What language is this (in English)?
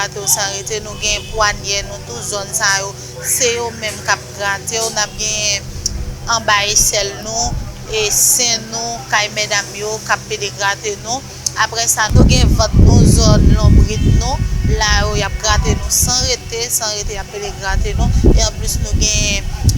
Haitian Creole